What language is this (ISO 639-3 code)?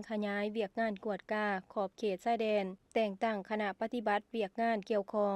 lao